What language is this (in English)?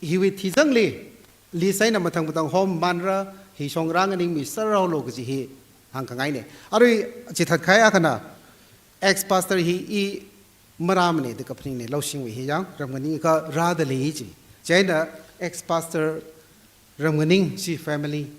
Tangkhul Naga (India)